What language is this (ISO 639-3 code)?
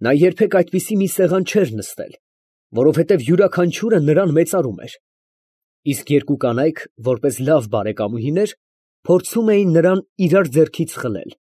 hye